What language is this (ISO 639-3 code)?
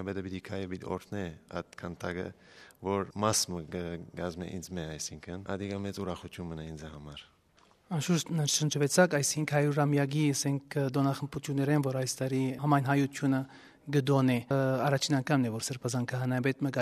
hyw